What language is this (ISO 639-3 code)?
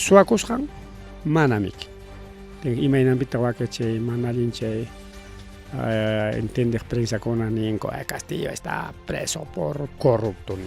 quy